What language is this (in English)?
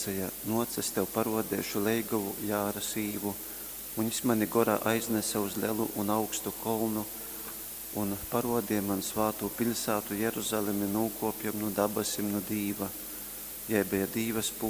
Latgalian